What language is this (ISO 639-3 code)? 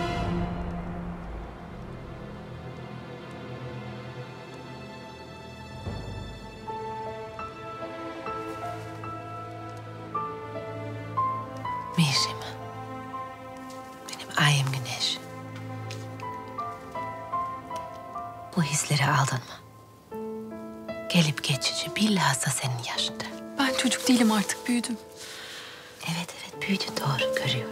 tur